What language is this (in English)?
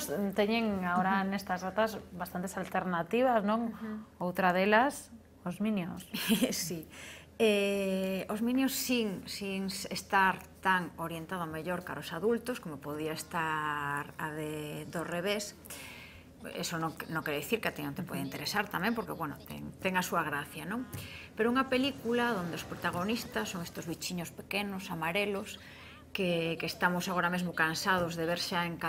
Galician